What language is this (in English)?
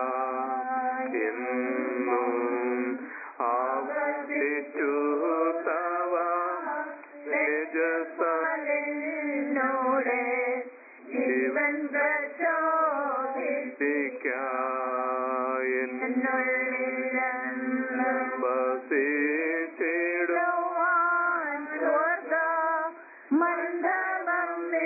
Malayalam